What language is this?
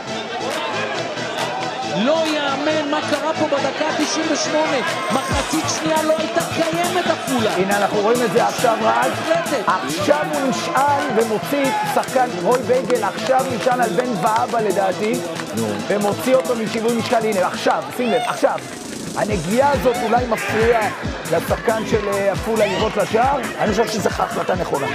Hebrew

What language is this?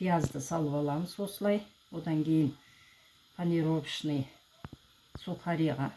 Kazakh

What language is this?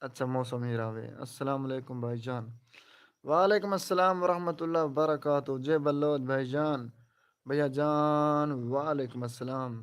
Saraiki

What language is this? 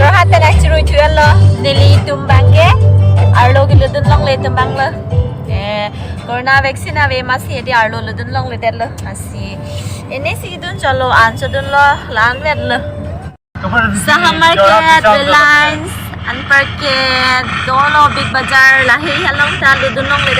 Karbi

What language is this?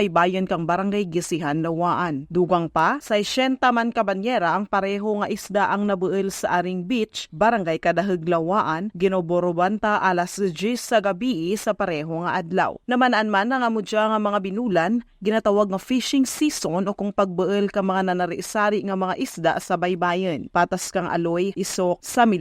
Kinaray-a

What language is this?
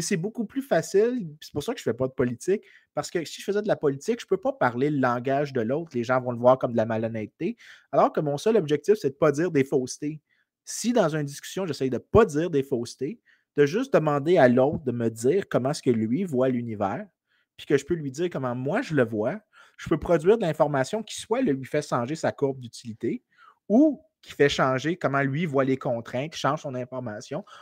French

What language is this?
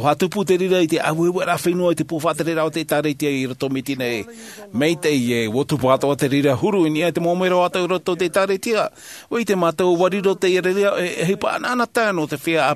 Tahitian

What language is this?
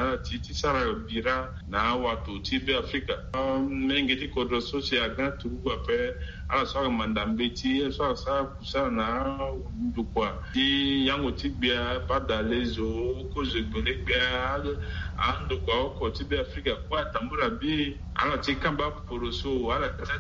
Sango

